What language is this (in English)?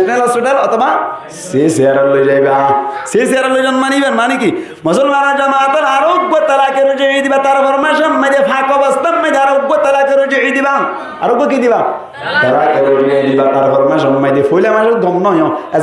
Rohingya